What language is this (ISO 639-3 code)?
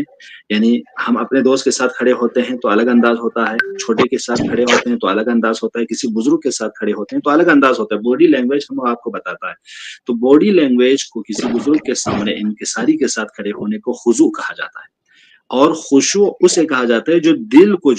urd